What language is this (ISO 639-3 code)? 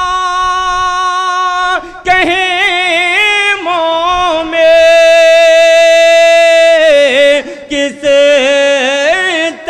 urd